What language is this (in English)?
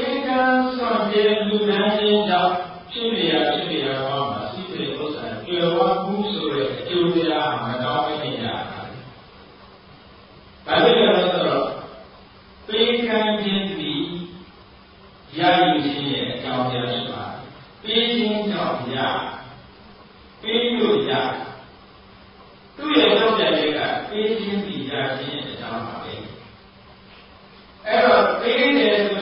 Burmese